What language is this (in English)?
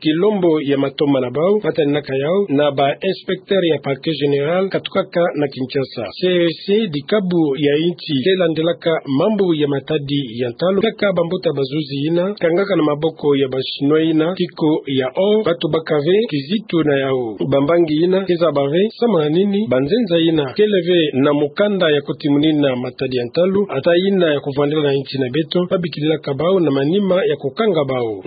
Kituba (Democratic Republic of Congo)